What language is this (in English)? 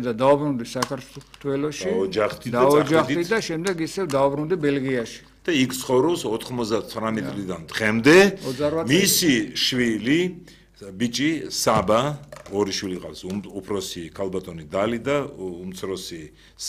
Georgian